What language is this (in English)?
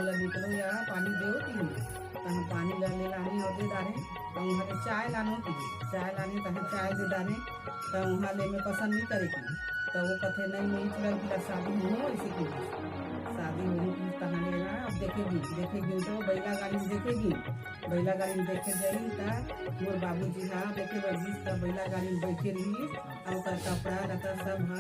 Chhattisgarhi